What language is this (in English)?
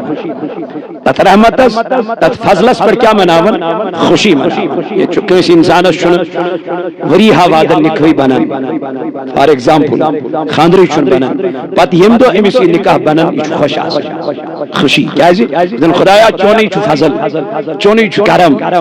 Kashmiri